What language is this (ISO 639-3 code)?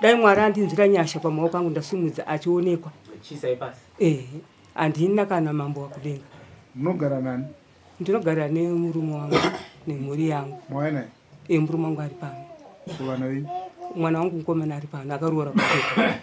sna